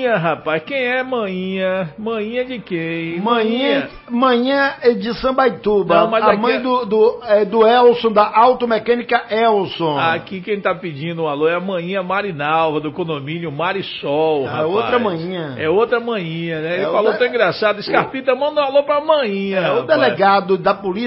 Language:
Portuguese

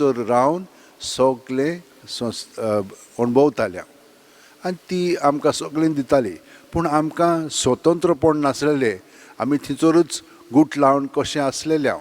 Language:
Konkani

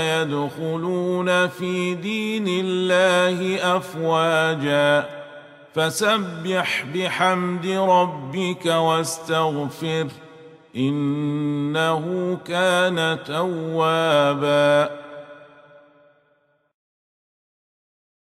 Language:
Arabic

